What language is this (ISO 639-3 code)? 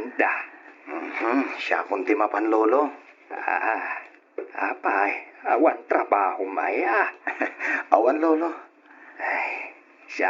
ilo